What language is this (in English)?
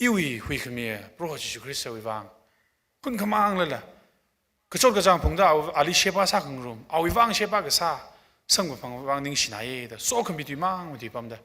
Tangkhul Naga (India)